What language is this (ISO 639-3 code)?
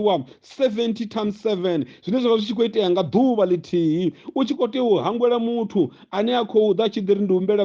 ven